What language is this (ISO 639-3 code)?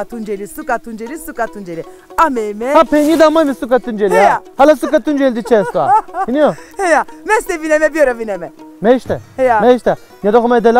zza